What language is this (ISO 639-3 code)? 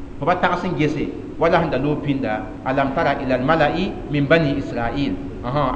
mos